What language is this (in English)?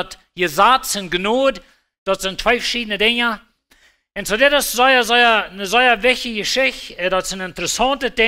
Plautdietsch